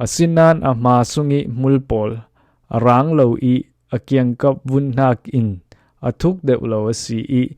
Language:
Falam Chin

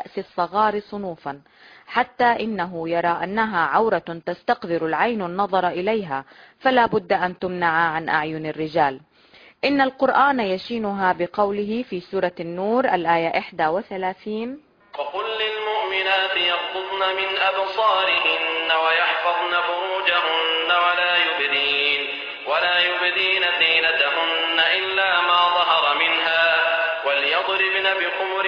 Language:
Arabic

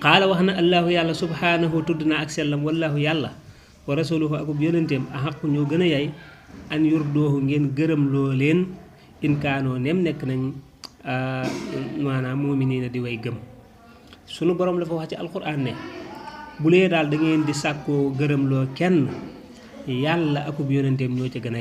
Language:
Wolof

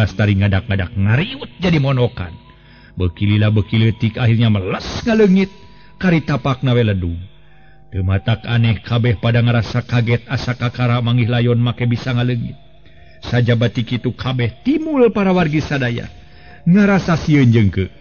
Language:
Sundanese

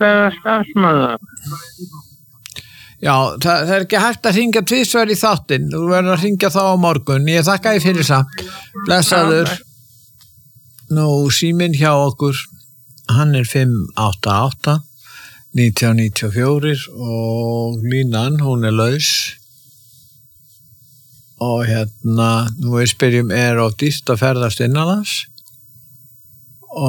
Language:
Icelandic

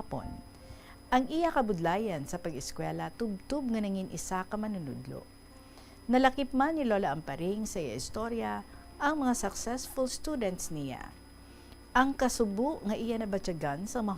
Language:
Hiligaynon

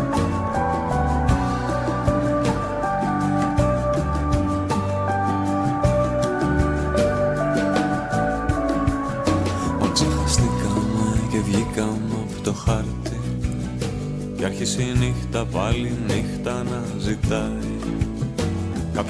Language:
Greek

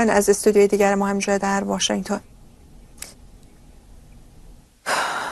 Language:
Persian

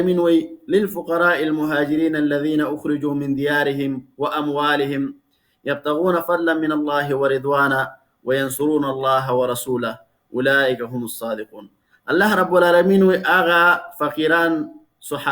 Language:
Pashto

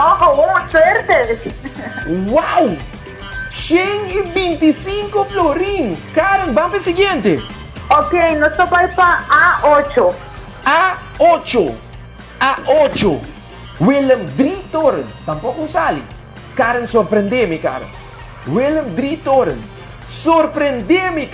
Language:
Papiamento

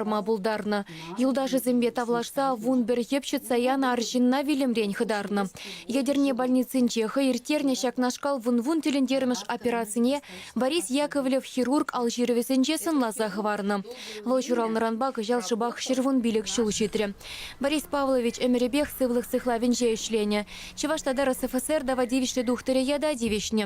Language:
Chuvash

